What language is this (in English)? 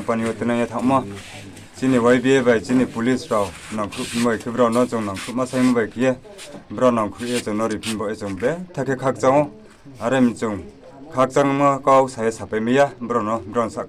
Riang (India)